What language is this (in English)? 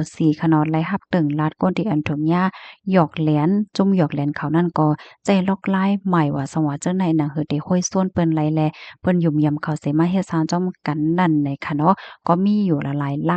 Shan